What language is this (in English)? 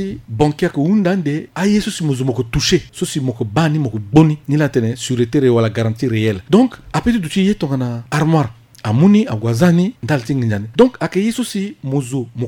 Sango